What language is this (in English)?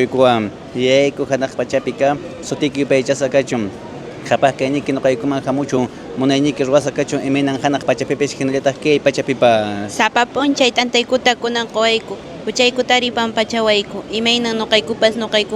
Quechua